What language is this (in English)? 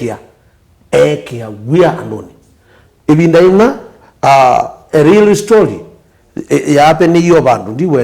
Kamba